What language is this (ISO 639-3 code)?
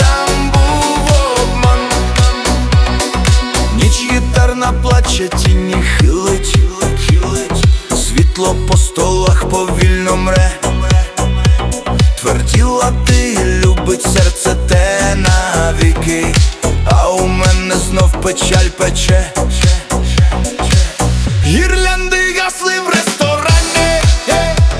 ukr